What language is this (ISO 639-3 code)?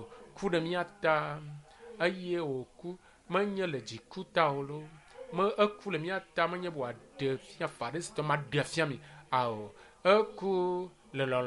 ewe